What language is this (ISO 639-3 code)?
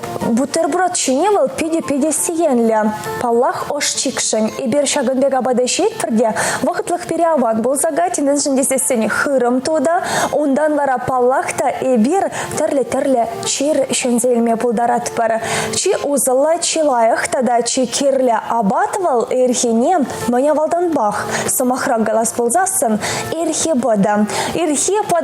chv